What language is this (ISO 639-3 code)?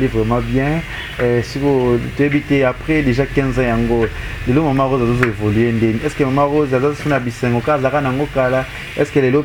lin